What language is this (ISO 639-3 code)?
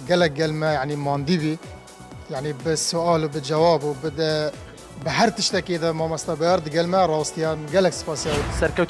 kur